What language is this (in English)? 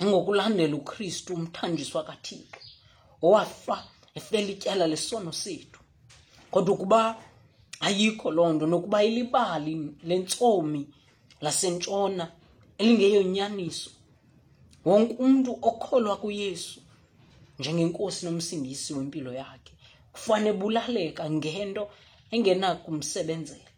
Xhosa